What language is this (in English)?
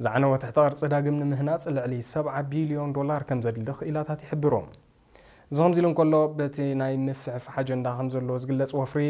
Tigrinya